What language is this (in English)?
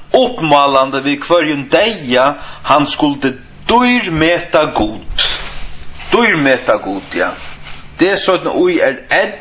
Faroese